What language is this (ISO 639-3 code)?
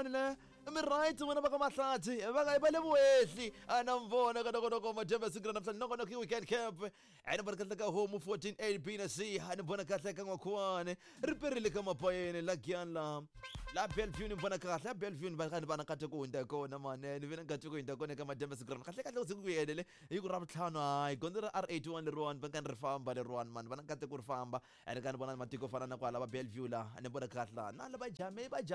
tso